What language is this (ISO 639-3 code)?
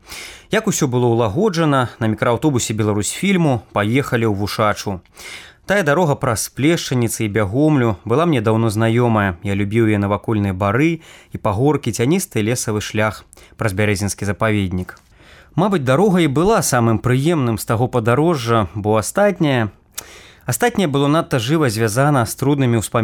bel